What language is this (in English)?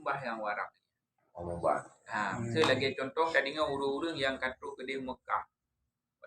Achinese